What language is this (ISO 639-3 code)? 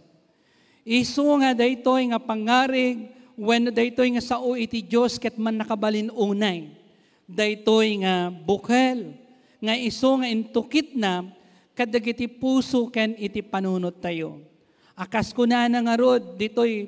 ilo